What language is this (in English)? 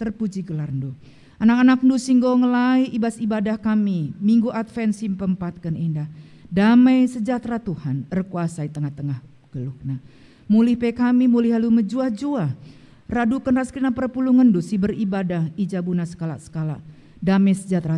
Batak Karo